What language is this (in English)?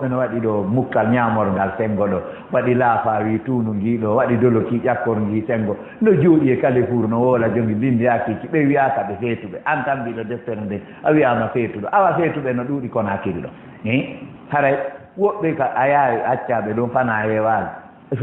Fula